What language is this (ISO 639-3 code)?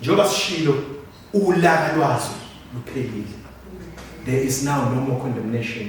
zul